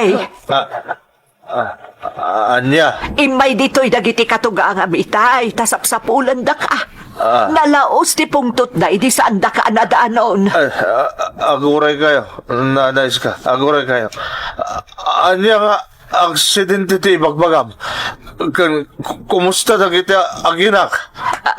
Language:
Iloko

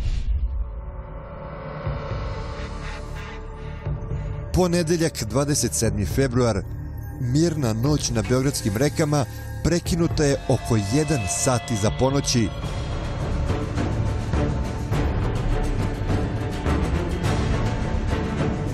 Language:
Serbian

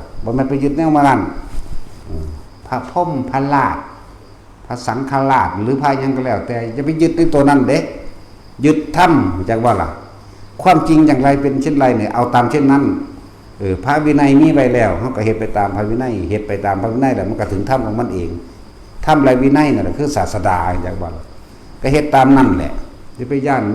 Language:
Northeastern Thai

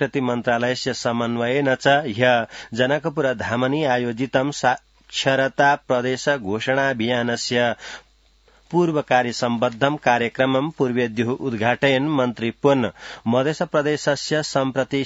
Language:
Sanskrit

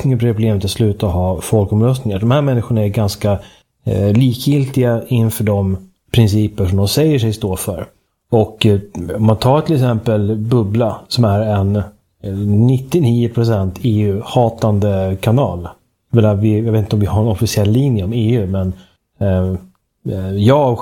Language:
Swedish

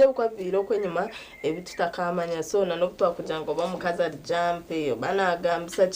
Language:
Nyankole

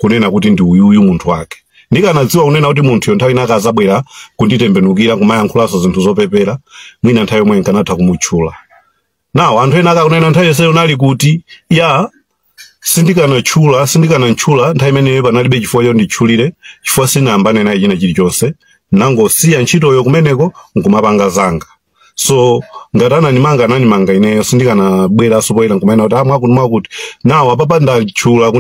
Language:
Nyanja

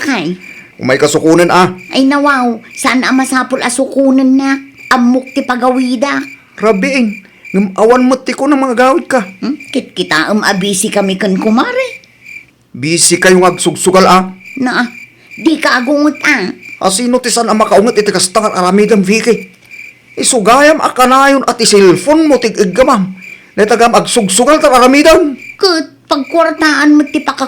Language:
Iloko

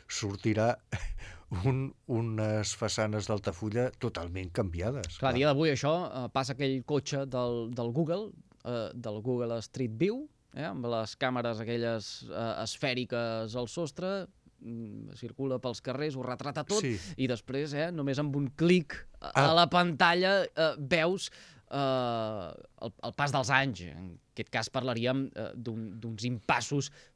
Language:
Catalan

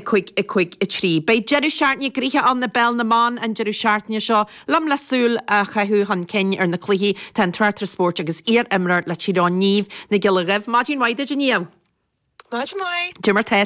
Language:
Irish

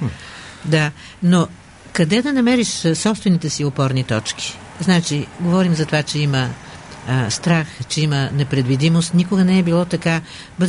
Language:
Bulgarian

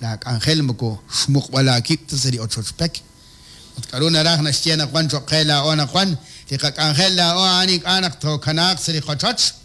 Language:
Kekchí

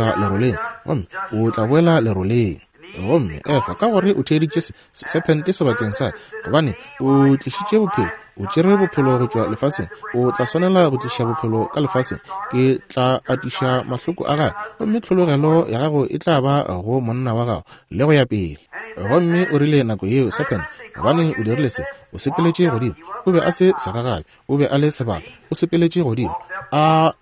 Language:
Northern Sotho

